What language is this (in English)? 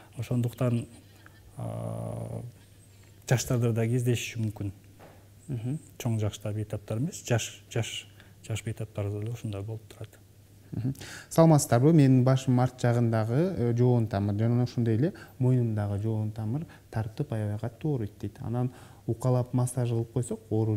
Kyrgyz